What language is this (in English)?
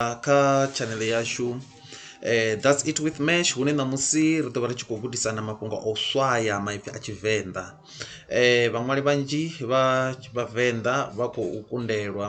Venda